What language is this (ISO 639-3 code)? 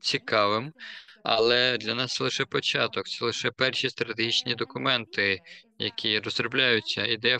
ukr